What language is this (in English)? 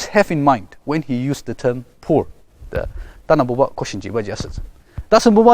Ao Naga